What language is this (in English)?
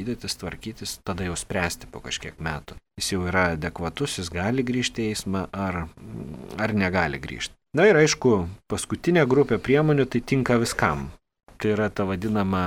Lithuanian